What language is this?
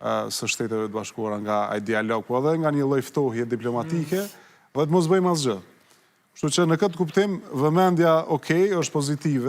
Albanian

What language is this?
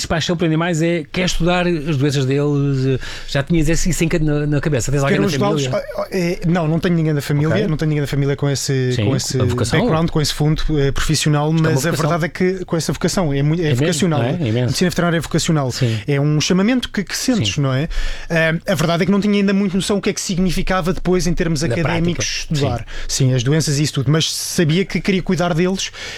Portuguese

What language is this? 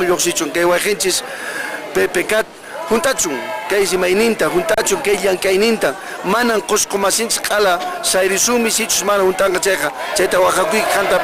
Quechua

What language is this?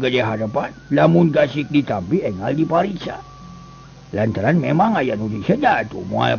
Sundanese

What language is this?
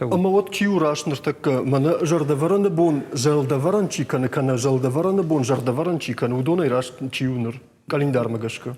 Ossetic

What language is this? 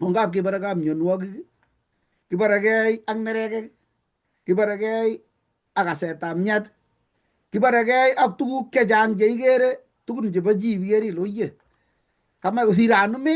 Kalenjin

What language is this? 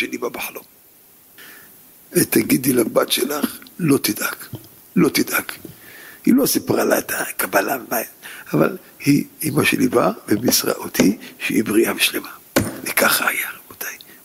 Hebrew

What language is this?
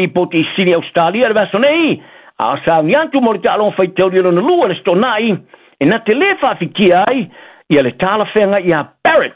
Samoan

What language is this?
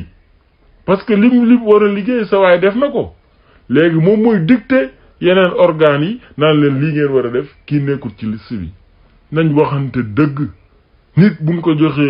Wolof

